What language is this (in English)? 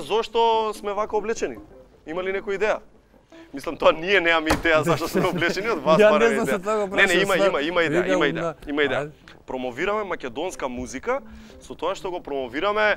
Macedonian